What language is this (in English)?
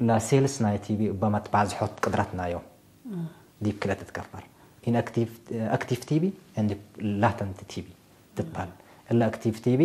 Tigre